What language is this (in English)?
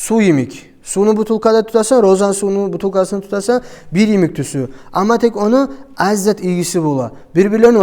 Kumyk